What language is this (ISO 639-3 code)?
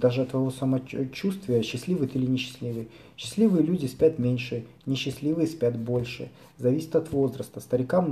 rus